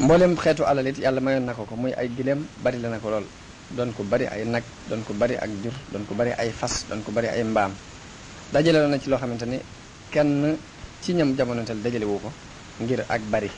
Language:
Wolof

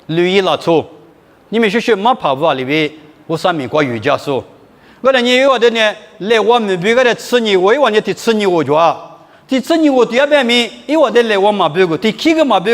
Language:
Lisu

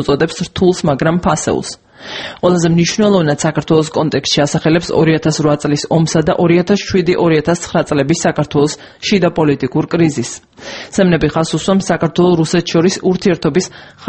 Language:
Georgian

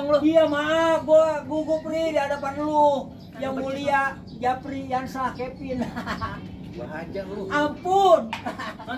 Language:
Betawi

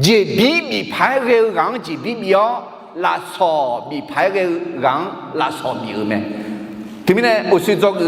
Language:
Akha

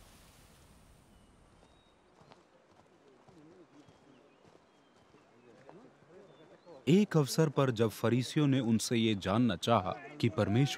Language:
Hindi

